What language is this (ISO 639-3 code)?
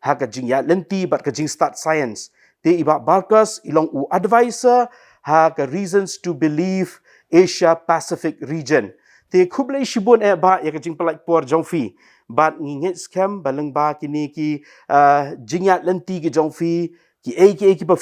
kha